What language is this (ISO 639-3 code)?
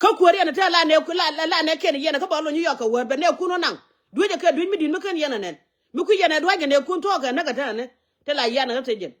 nus